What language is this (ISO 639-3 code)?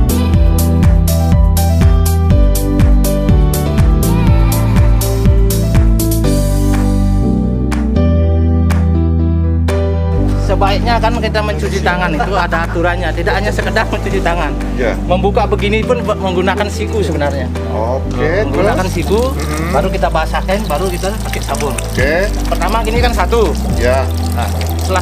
ind